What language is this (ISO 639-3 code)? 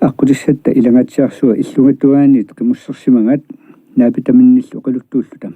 kal